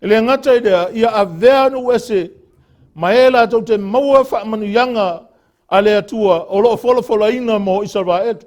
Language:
Samoan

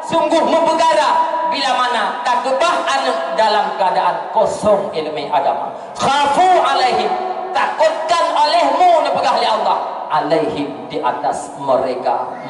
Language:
Achinese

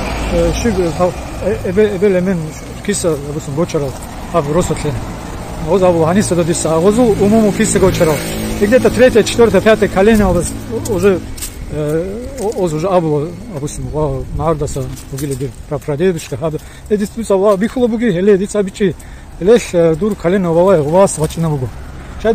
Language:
Avaric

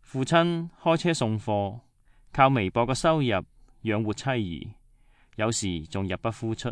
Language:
Cantonese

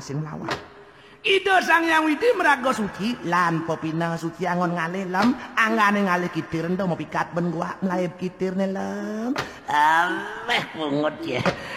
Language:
Balinese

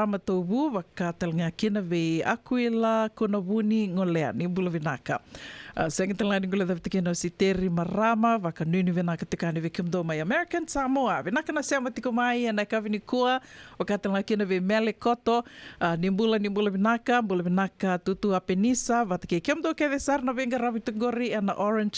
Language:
Fijian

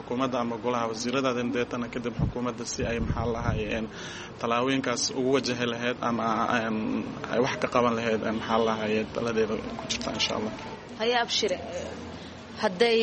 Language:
Somali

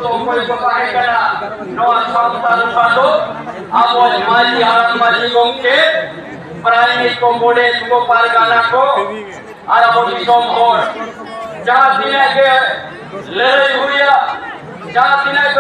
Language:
Santali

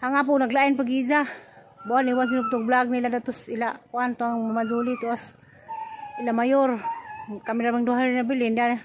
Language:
Cebuano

